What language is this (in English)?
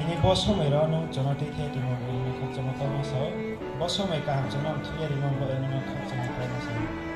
Riang (India)